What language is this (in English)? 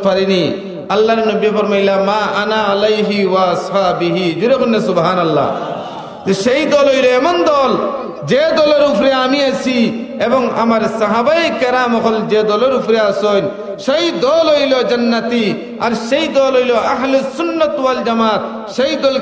Sylheti